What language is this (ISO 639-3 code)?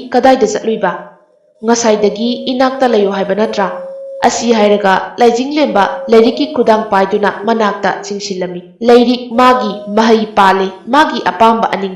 mni